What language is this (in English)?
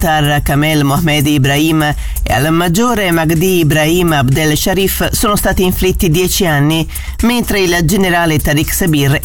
Italian